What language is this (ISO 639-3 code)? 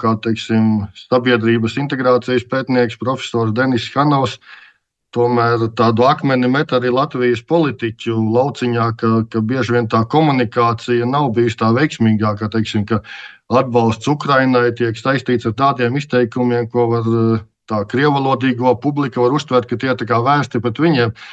lav